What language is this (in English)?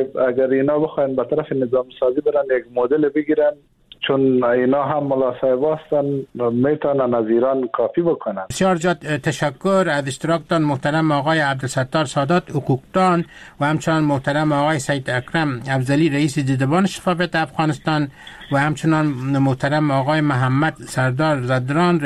Persian